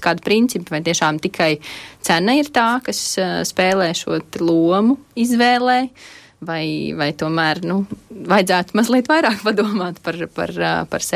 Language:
Latvian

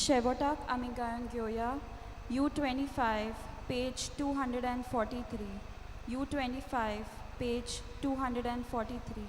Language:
Konkani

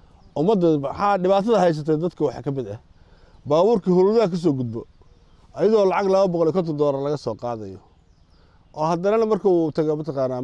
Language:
Somali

